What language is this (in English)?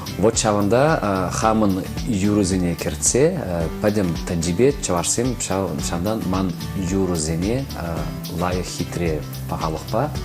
Chuvash